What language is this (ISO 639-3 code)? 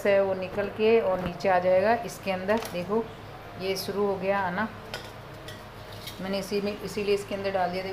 hin